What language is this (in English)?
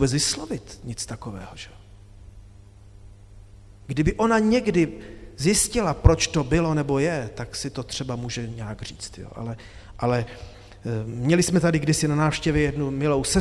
Czech